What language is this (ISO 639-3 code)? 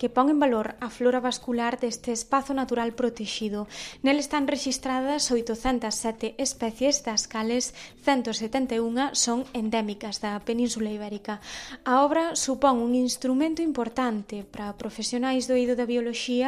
glg